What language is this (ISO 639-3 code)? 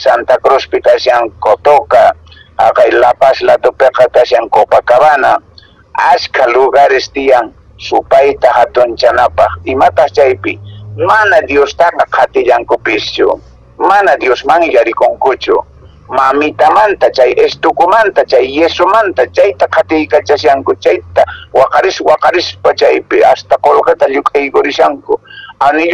que